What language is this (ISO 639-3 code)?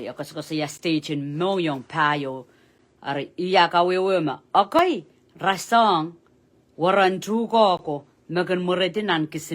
pon